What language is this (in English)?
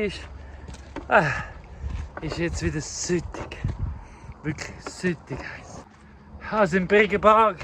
Swiss German